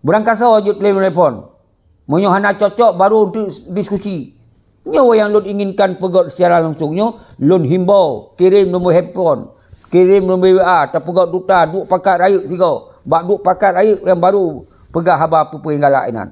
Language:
Achinese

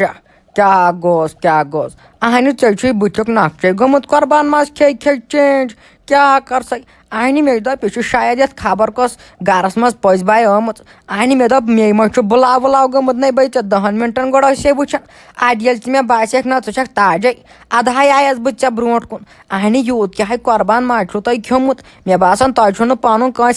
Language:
Kashmiri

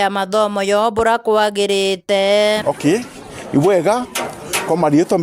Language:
Meru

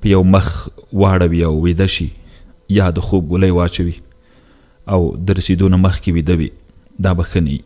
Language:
Pashto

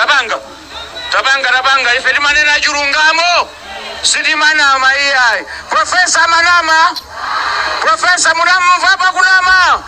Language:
Nyanja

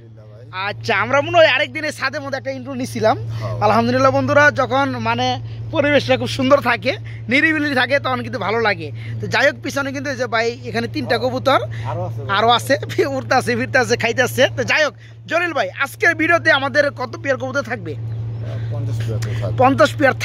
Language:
Bangla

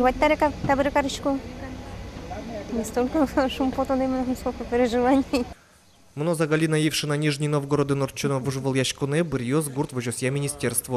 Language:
Udmurt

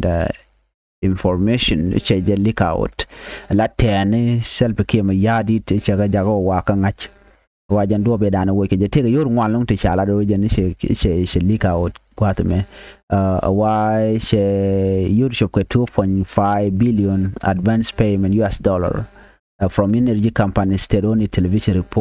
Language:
Nuer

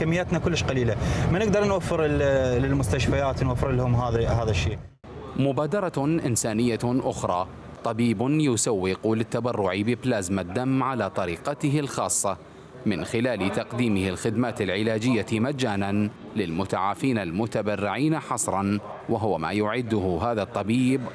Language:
Mesopotamian Arabic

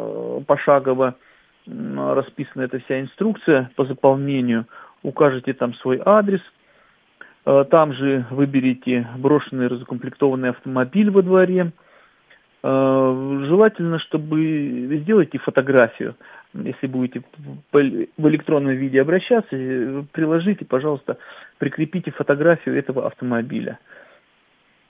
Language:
Russian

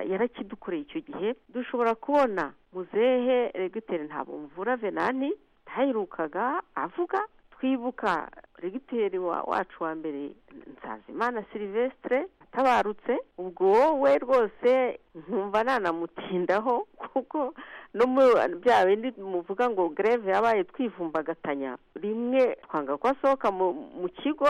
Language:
Kinyarwanda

